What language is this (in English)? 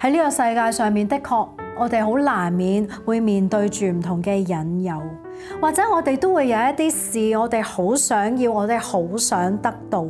Cantonese